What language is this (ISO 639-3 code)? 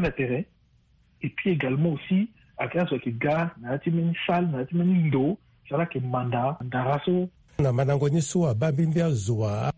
sag